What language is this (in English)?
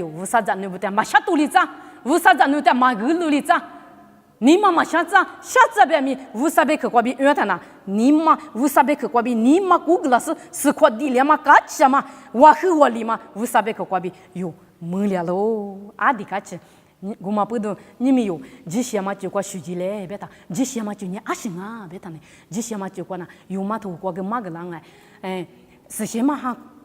Lisu